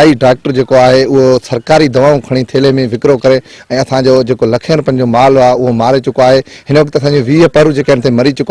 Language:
Sindhi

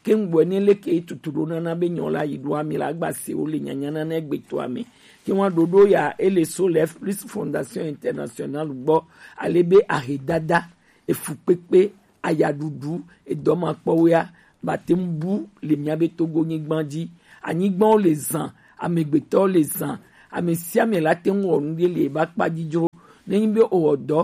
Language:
Gen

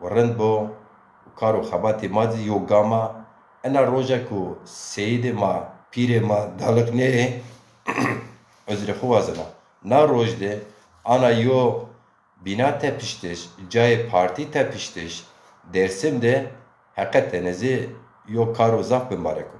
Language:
Zaza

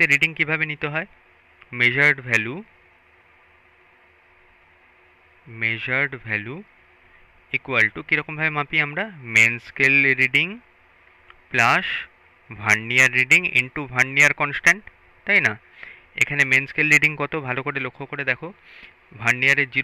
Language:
Bangla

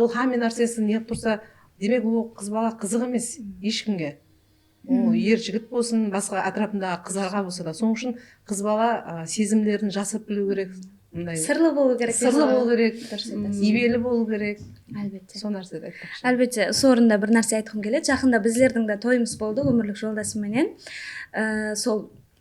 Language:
Kara-Kalpak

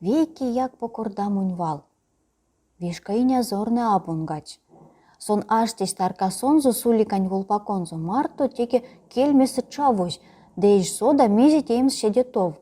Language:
Erzya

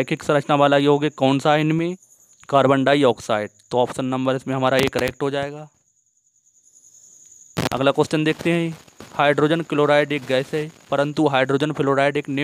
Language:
Hindi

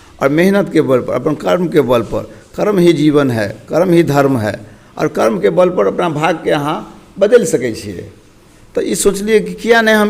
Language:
Maithili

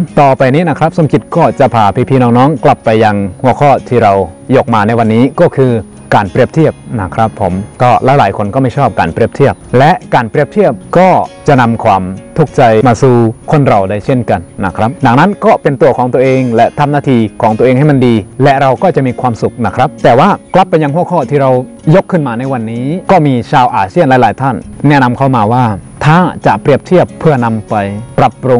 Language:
Thai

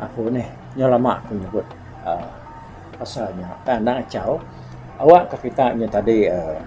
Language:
Iban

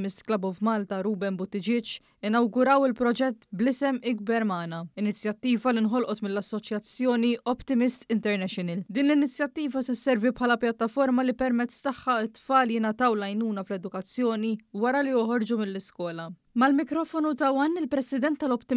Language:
Maltese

